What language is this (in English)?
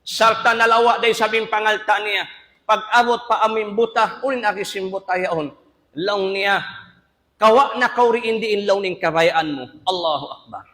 Tausug